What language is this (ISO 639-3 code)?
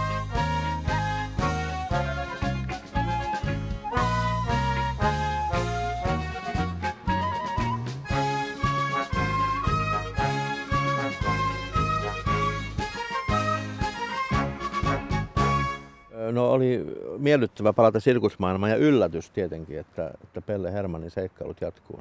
fin